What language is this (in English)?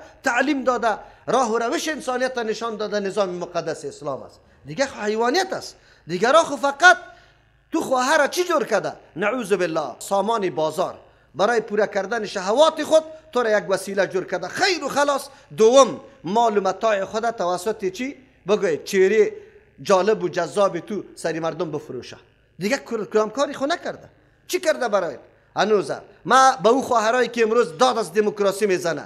Persian